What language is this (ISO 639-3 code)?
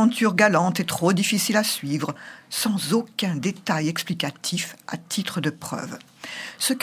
fra